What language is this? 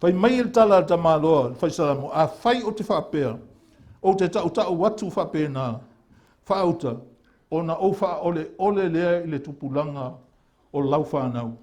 Samoan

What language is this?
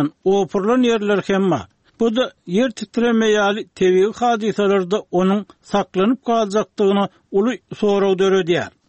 Turkmen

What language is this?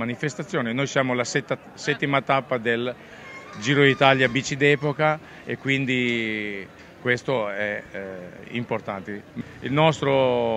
Italian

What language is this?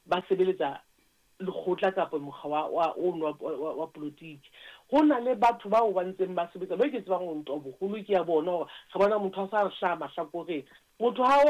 Southern Sotho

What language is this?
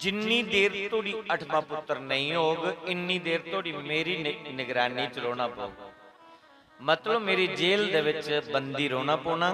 Dogri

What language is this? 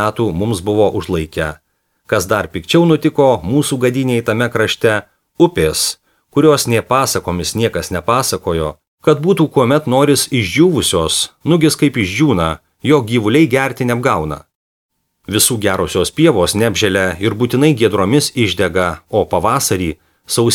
Lithuanian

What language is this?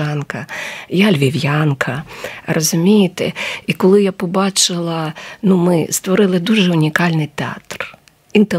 Ukrainian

